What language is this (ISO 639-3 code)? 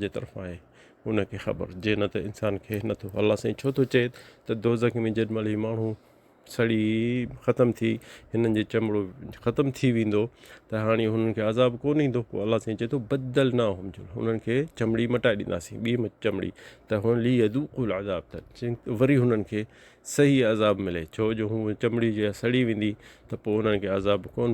snd